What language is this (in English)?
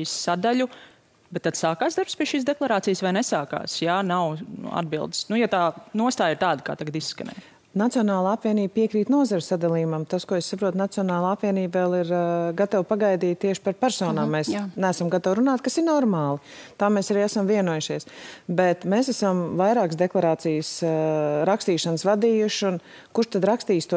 Latvian